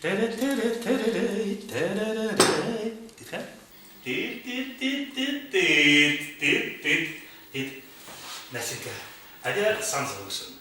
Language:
Chuvash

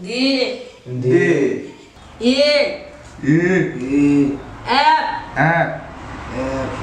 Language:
Kok Borok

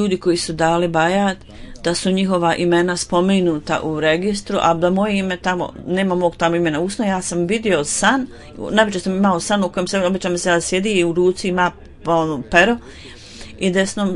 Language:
Bosnian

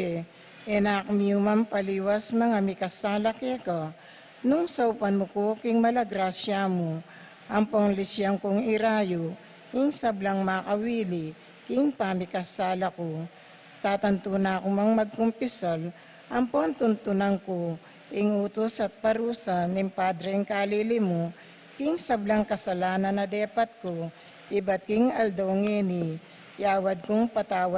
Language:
Pampanga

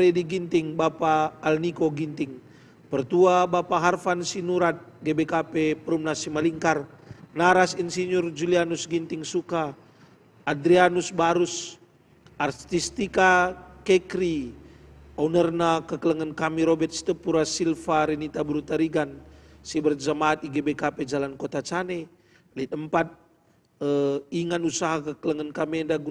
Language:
Batak Karo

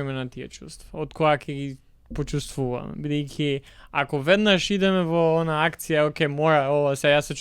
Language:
Macedonian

